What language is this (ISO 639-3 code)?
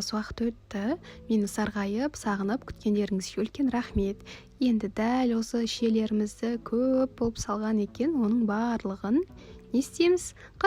kaz